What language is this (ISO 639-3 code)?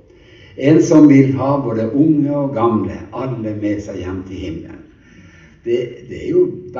nor